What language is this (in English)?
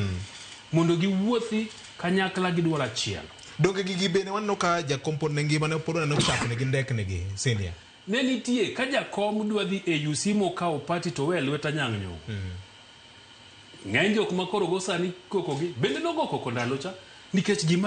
Luo (Kenya and Tanzania)